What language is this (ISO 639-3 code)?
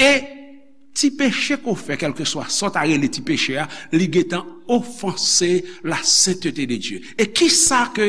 hat